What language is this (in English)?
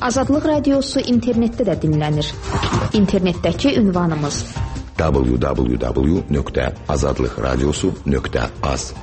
Azerbaijani